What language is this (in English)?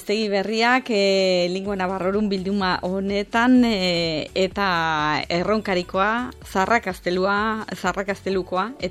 Basque